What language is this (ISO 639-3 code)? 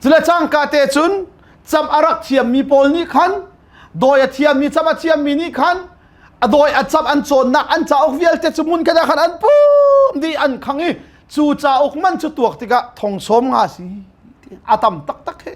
cnh